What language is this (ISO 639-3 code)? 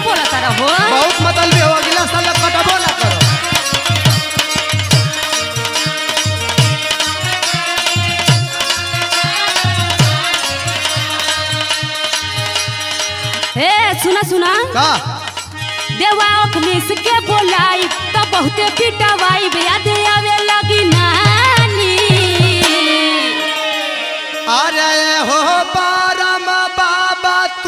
bho